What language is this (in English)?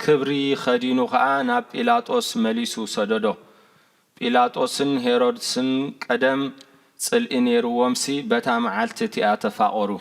Tigrinya